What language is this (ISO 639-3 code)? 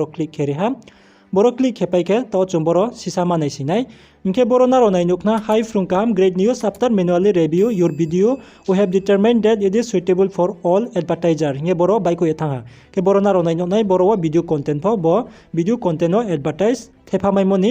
ria